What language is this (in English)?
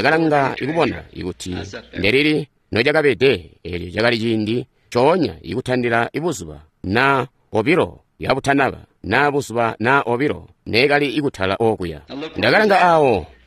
Tonga (Zambia)